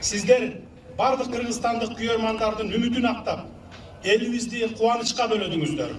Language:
Kyrgyz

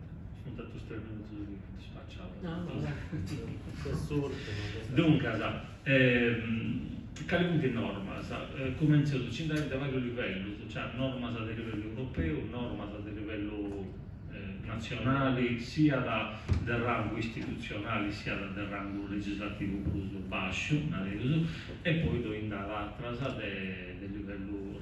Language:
Sardinian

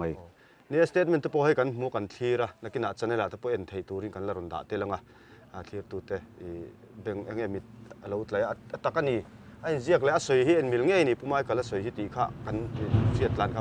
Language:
Mizo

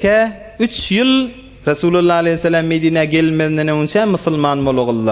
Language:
Turkmen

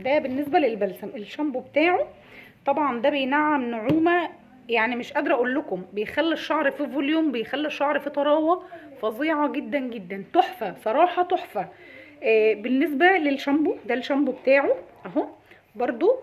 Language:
Egyptian Arabic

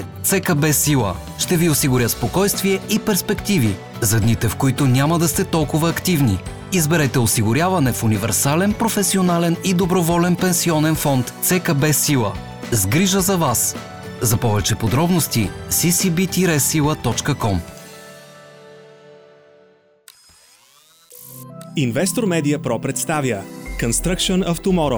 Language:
Bulgarian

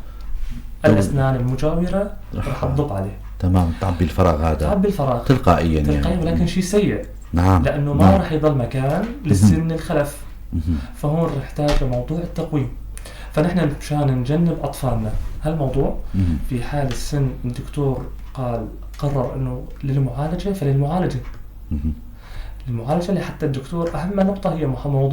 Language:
North Levantine Arabic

